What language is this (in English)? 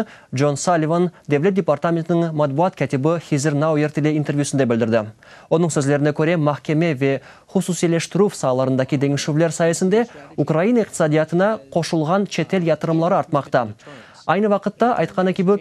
Crimean Tatar